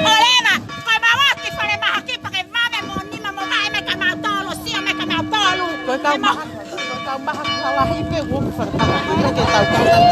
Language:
Tongan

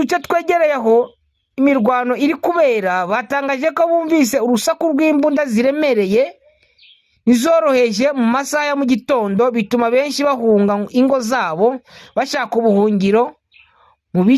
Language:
Kinyarwanda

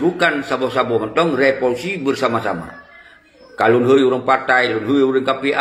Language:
Achinese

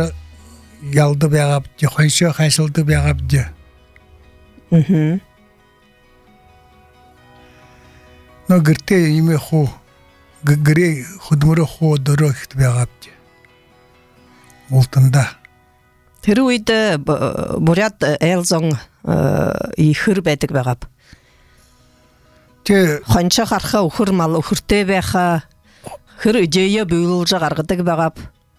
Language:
Buriat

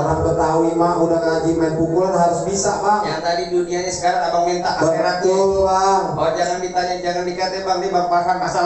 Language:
Betawi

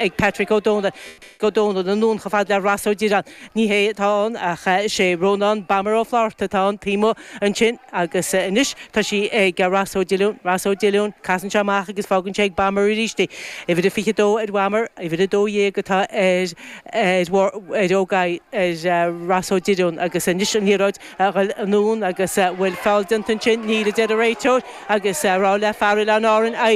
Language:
Irish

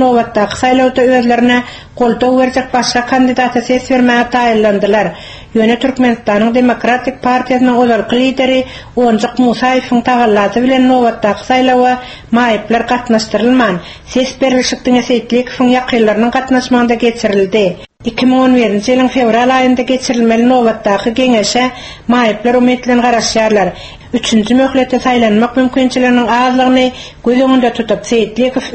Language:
Turkmen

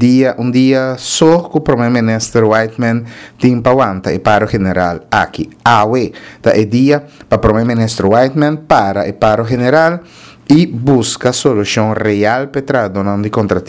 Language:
Papiamento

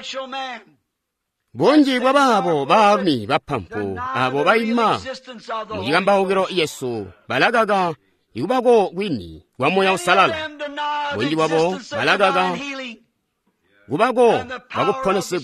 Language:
Tonga (Zambia)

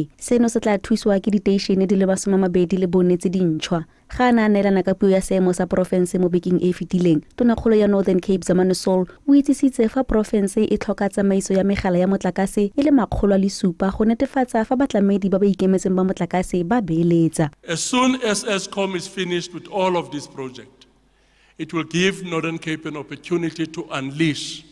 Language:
Tswana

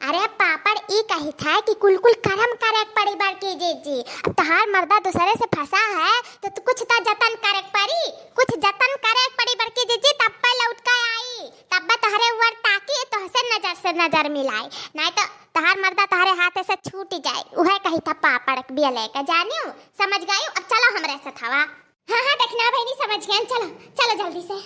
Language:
Awadhi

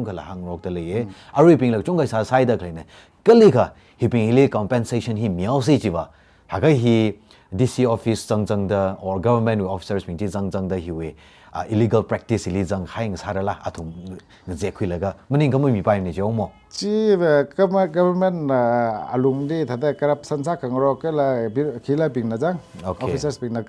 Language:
Tangkhul Naga (India)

